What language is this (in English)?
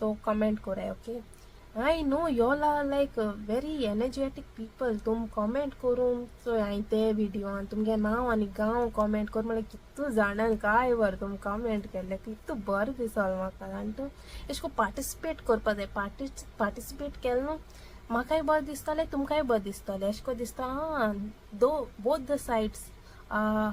Konkani